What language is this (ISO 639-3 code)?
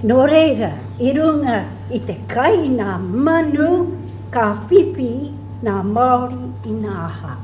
mri